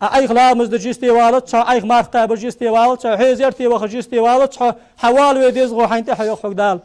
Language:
Ingush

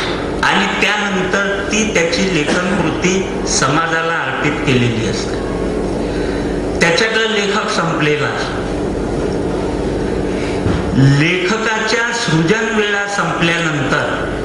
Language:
Marathi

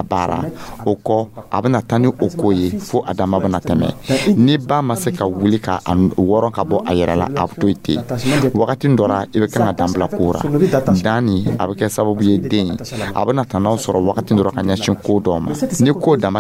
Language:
Dyula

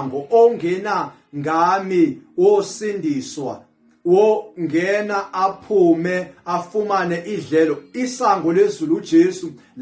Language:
Zulu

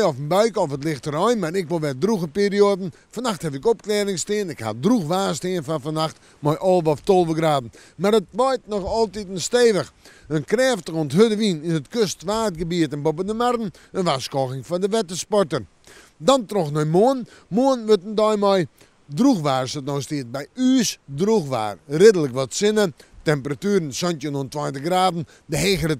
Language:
Western Frisian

